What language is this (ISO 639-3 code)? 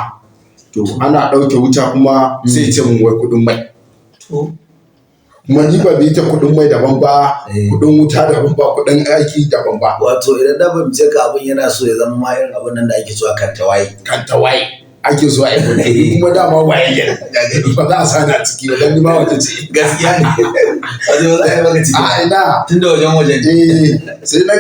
hau